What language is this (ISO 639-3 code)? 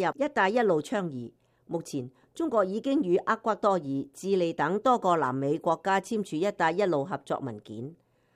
yue